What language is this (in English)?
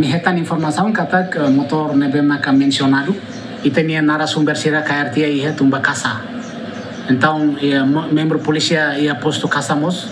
Tetum